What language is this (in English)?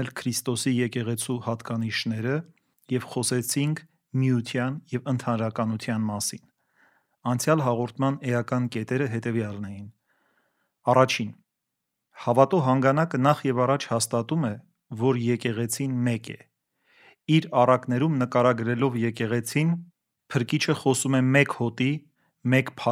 Armenian